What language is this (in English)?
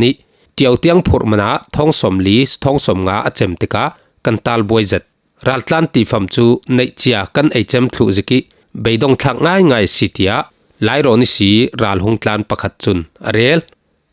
Falam Chin